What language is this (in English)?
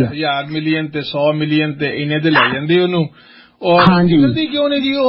Punjabi